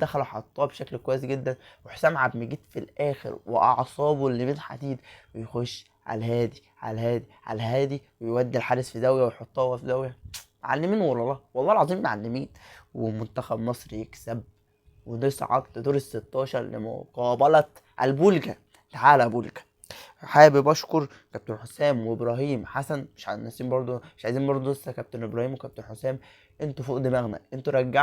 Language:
Egyptian Arabic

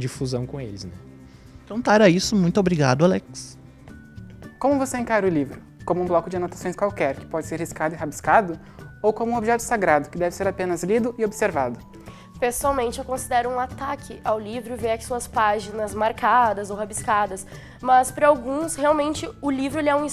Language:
Portuguese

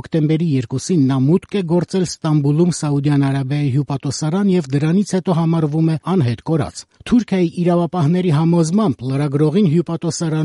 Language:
Armenian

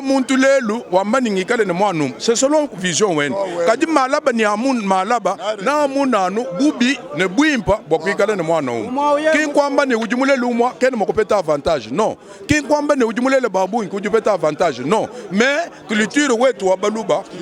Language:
Luba-Lulua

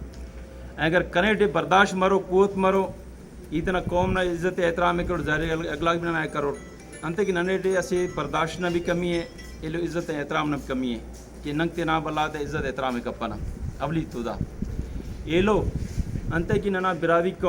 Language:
Brahui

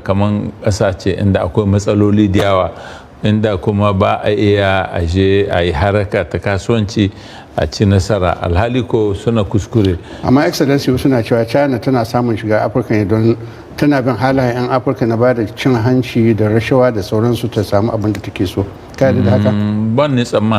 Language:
Hausa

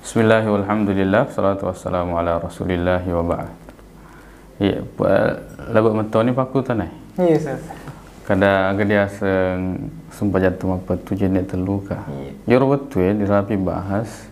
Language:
Buginese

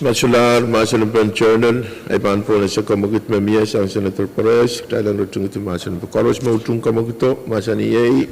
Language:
Pohnpeian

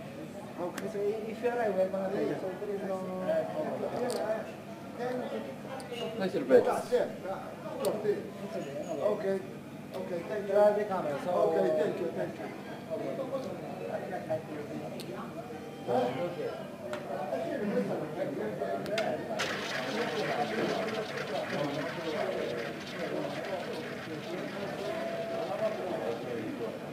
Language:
English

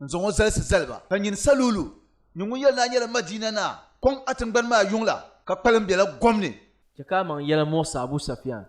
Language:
Dagbani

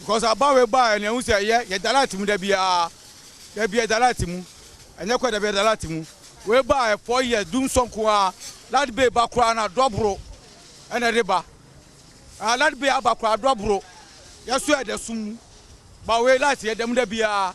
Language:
Akan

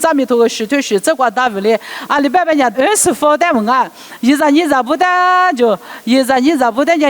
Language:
Lisu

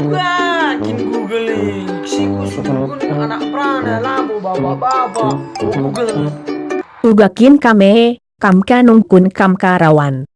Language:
Batak Karo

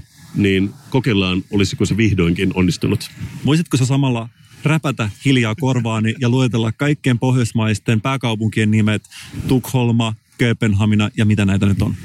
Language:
Finnish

